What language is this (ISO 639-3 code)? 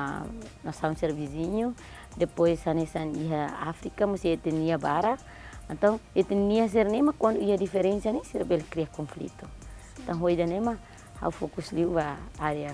tet